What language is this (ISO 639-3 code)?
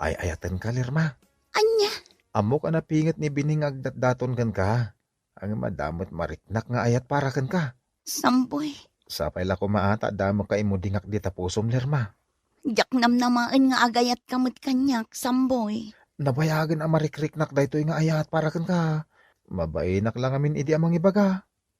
ilo